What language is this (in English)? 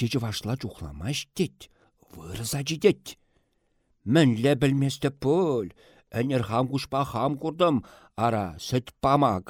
Chuvash